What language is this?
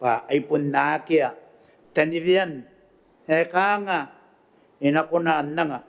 Gilbertese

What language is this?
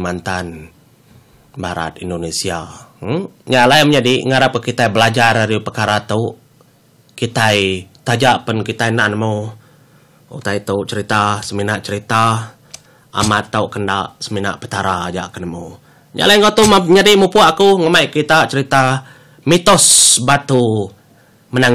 Iban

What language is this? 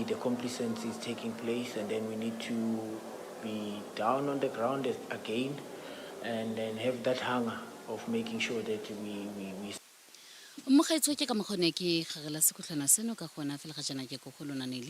Tswana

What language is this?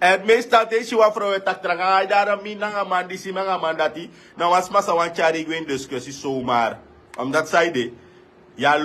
Sranan Tongo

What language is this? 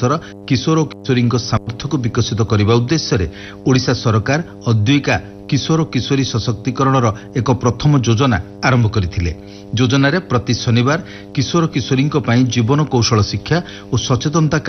Odia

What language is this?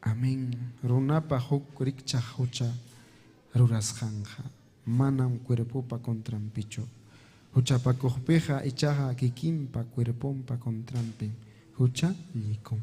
Ayacucho Quechua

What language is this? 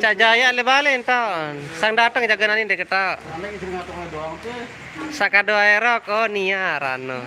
Sasak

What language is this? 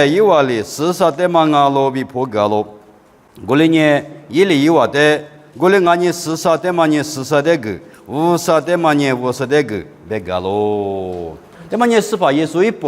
Lisu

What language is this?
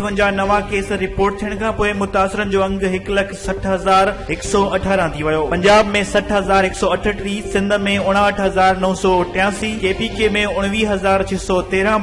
Sindhi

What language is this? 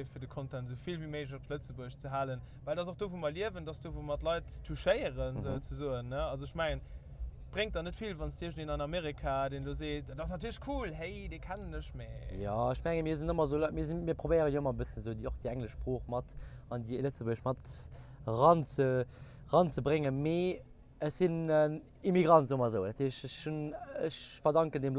Luxembourgish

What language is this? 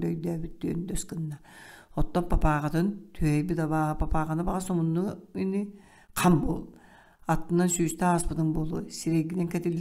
Yakut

